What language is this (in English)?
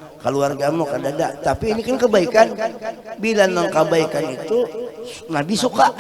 Banjar